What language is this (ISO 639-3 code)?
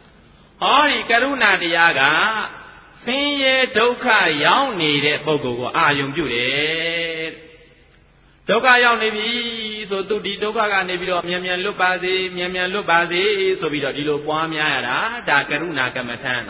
mya